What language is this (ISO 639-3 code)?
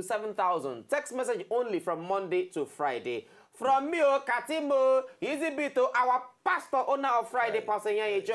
pcm